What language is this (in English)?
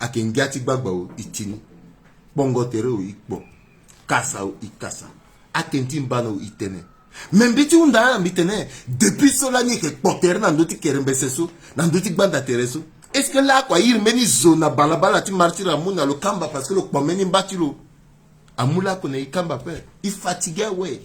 Sango